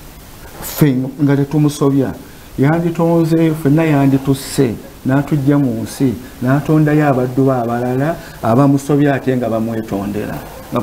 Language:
Ganda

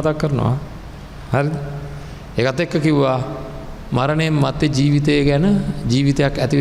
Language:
Sinhala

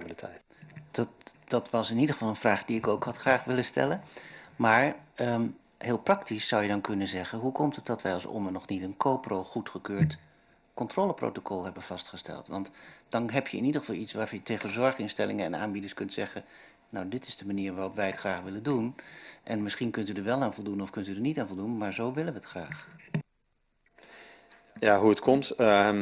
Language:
Dutch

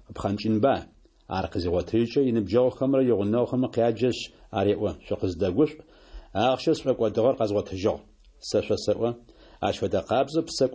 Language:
Kabardian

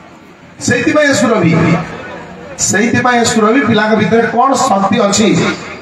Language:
Odia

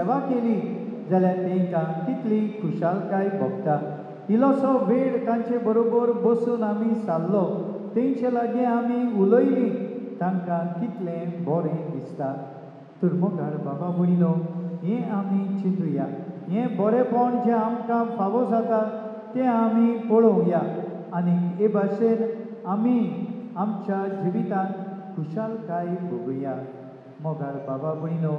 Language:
Konkani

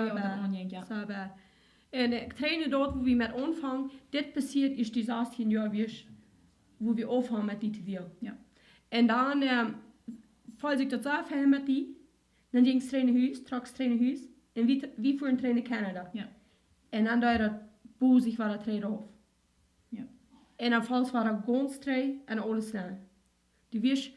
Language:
Plautdietsch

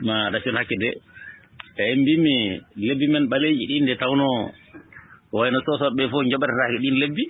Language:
Fula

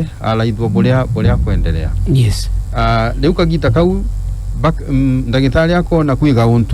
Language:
Meru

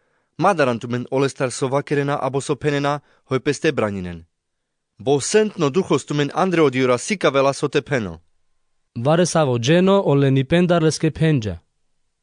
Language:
Carpathian Romani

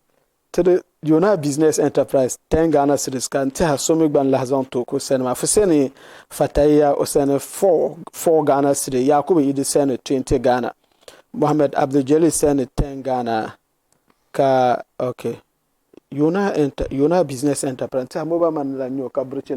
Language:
Dagbani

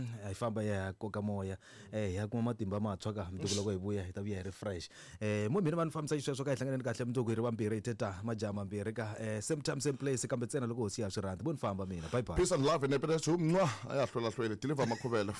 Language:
Tsonga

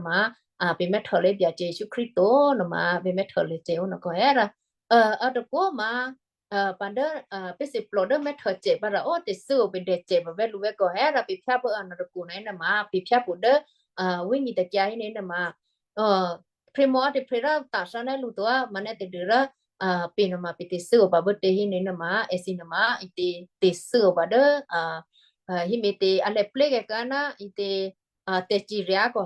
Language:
Western Kayah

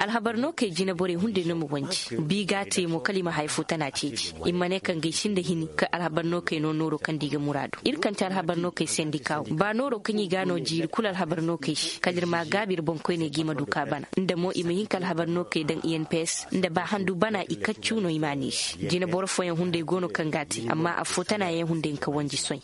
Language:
Koyraboro Senni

